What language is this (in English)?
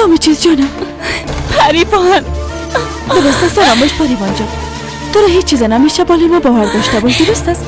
Persian